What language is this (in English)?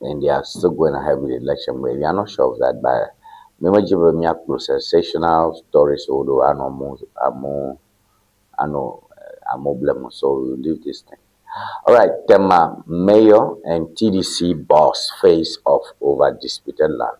Ewe